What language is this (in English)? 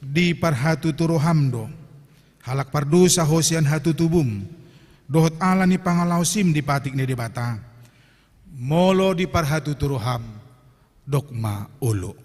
Batak Toba